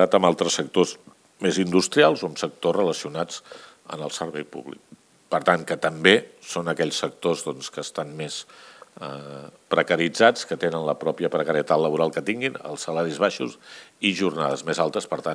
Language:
Catalan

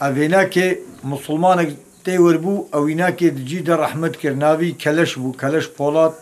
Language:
Kurdish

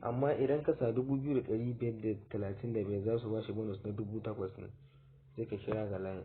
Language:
Hausa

